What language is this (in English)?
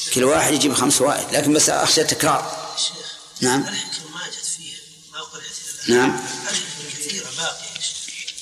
Arabic